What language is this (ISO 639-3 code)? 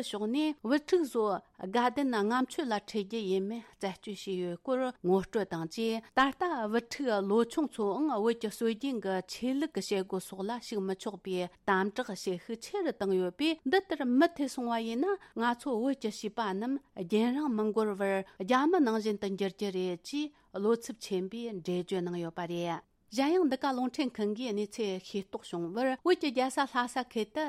bod